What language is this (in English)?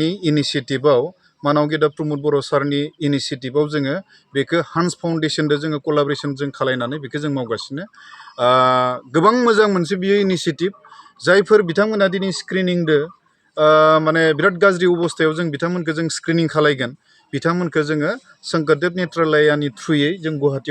Bodo